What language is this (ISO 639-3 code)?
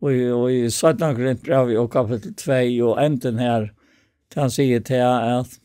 fao